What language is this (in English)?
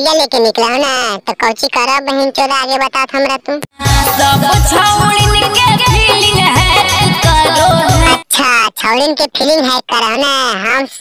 Magahi